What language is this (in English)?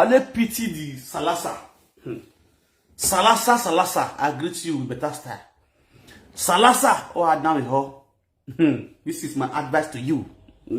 Nigerian Pidgin